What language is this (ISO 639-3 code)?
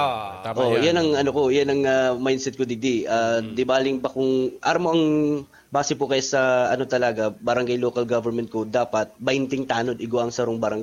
bik